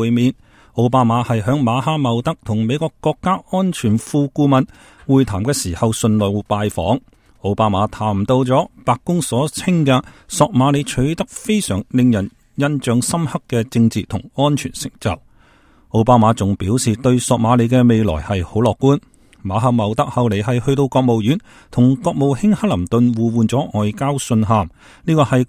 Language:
Cantonese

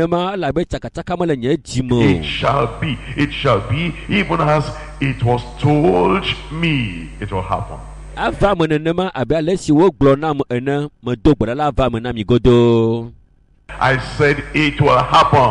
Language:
Ewe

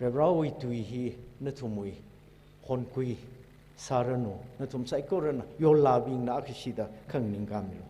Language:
Tangkhul Naga (India)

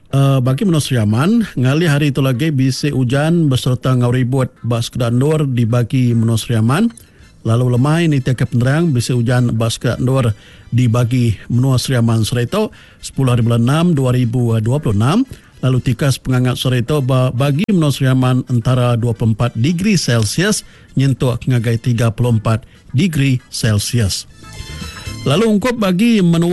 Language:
Iban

